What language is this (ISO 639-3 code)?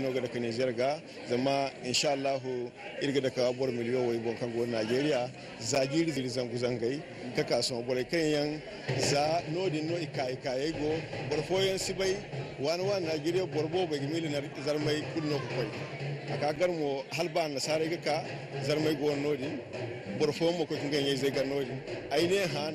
dje